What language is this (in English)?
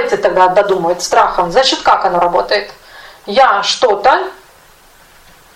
Russian